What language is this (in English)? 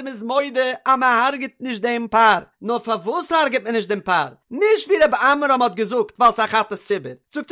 Yiddish